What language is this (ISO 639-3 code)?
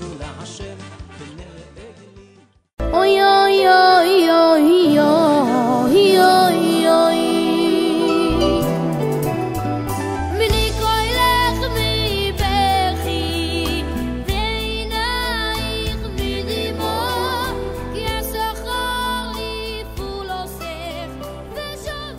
heb